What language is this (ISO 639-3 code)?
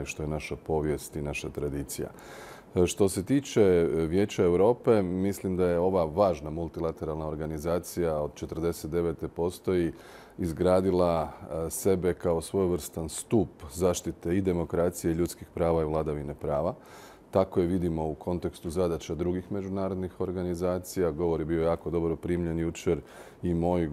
hrv